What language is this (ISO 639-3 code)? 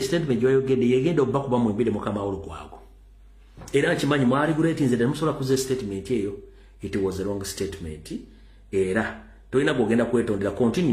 lug